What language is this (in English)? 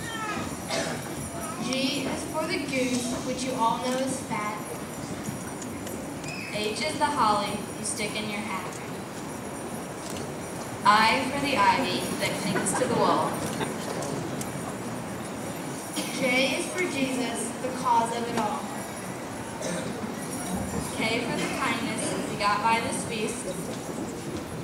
English